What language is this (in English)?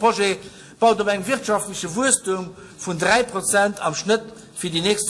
Luxembourgish